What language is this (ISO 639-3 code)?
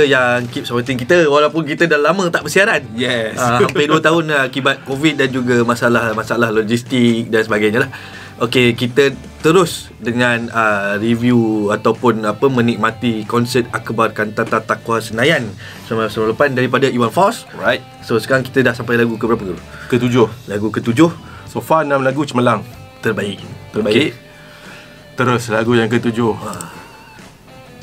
msa